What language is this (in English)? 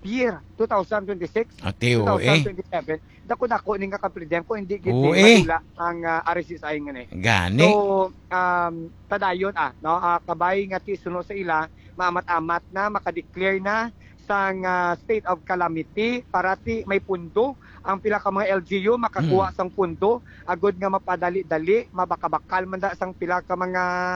Hiligaynon